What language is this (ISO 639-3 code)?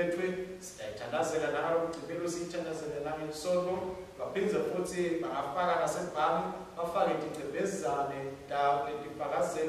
ssw